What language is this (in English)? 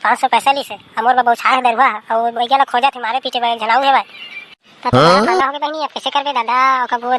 Chhattisgarhi